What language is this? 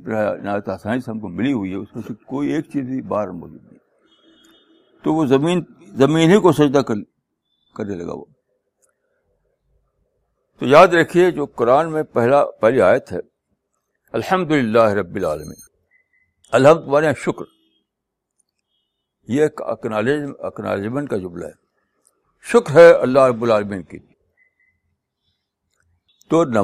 Urdu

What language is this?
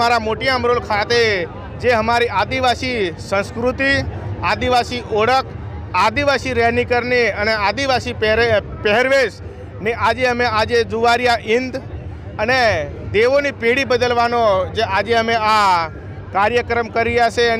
Gujarati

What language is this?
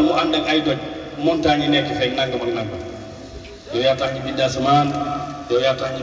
Wolof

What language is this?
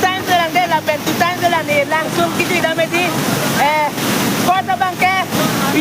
Karbi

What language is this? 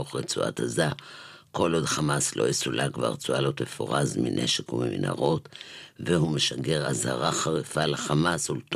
Hebrew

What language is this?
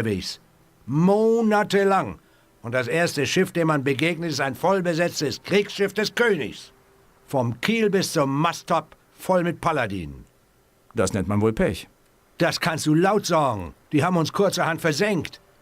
Bavarian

